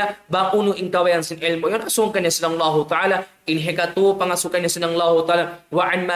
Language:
Tausug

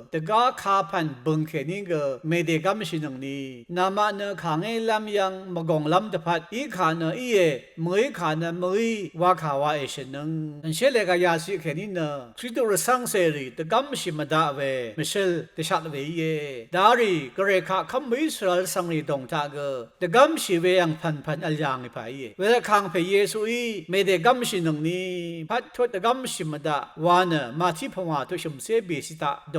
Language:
Rawang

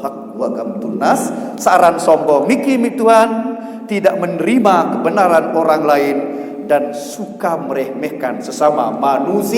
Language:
Sasak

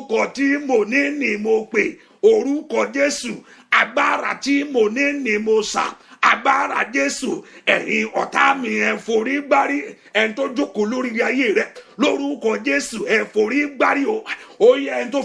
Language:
Yoruba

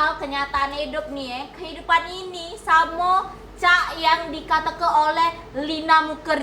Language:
Musi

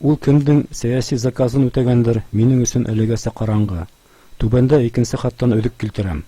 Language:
Bashkir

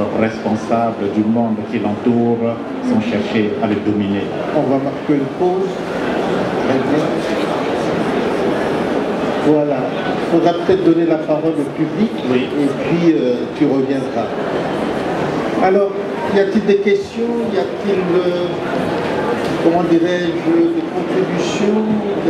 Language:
French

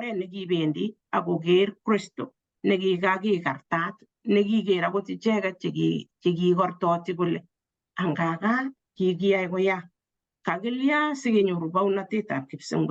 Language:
Kalenjin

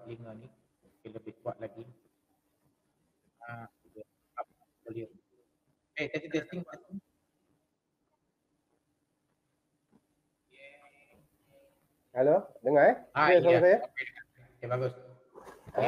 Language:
Malay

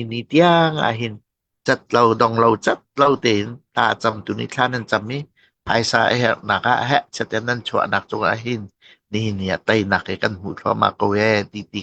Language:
Hakha Chin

